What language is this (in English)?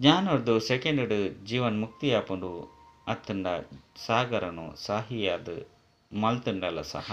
Tulu